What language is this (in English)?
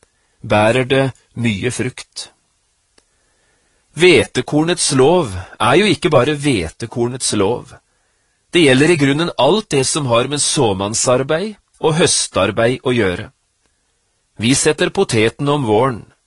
Norwegian